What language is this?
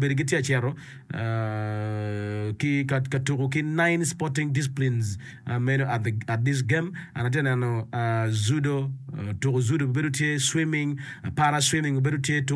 Acoli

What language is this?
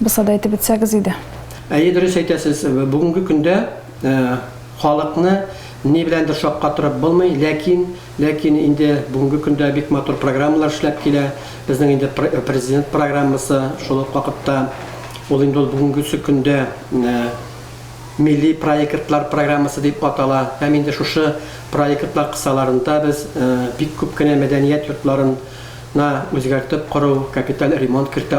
Tatar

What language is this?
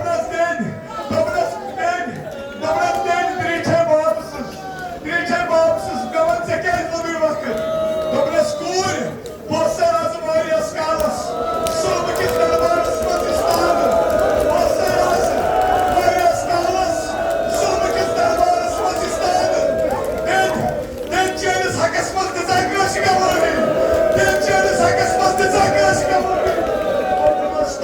Kashmiri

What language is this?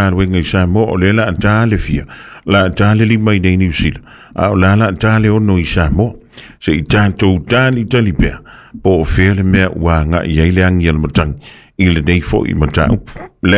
Samoan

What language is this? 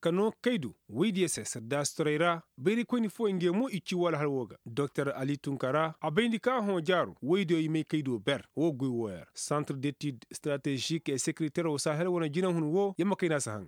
Koyraboro Senni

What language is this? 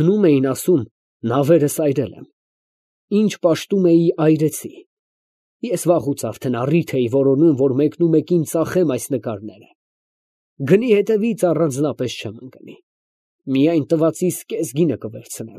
Armenian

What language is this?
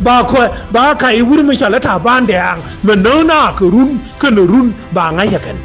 Nuer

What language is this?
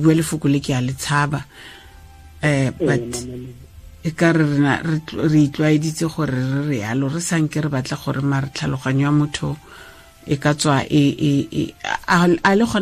Tswana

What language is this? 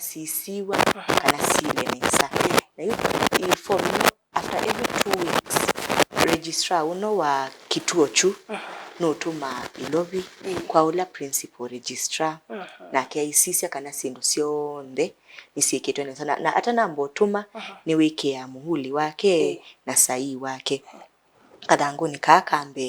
Kamba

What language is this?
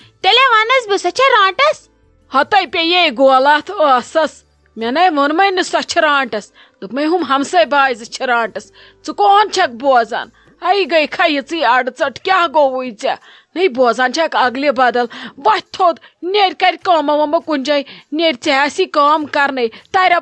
Kashmiri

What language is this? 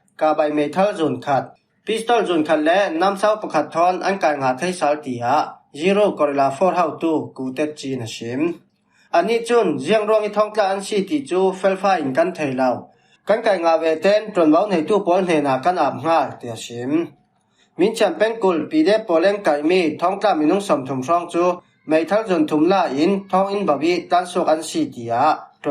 Falam Chin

